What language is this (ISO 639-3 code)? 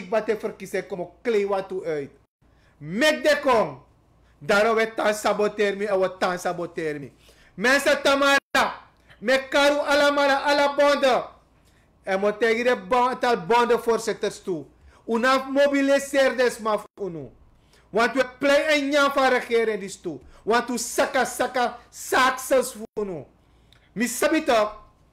srn